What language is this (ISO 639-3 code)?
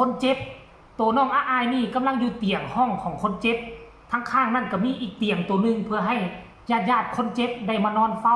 lao